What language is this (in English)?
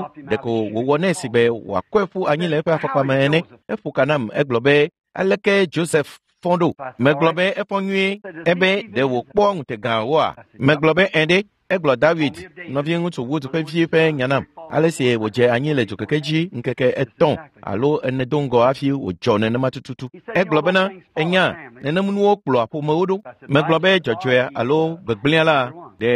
Ewe